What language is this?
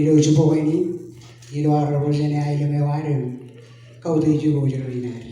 Marshallese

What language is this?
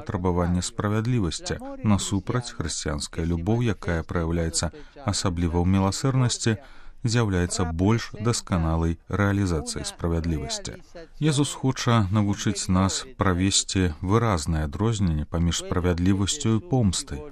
Belarusian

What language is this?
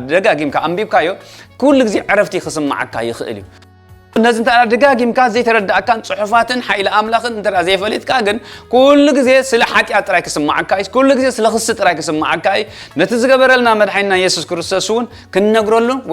Tigrinya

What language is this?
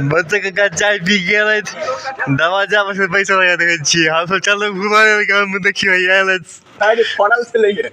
Maithili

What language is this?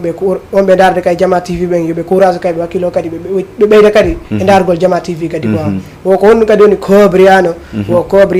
Fula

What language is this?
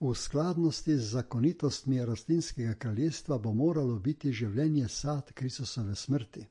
Slovenian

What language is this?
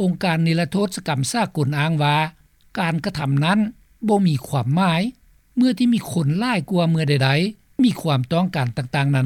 Lao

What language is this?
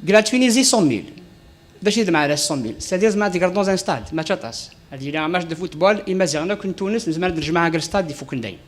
Kabyle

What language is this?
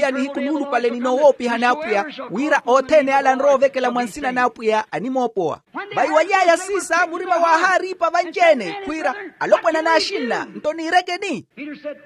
Makhuwa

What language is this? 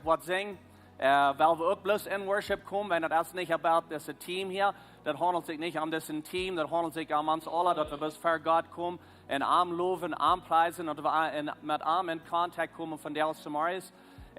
Plautdietsch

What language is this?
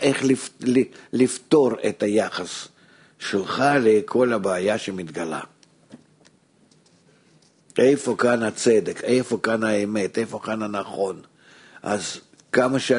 Hebrew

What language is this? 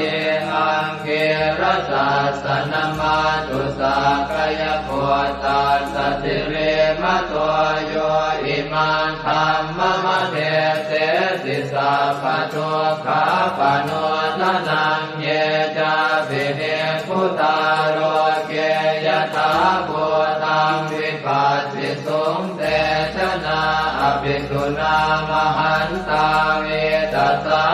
Pali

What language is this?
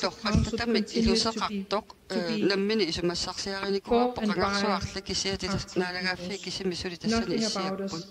Kalaallisut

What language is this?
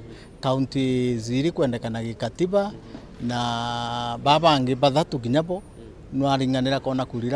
Meru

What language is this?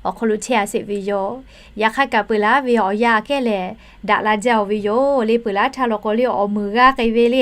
Lahu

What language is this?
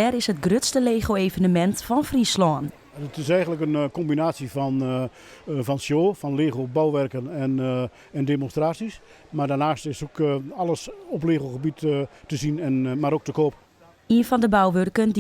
Western Frisian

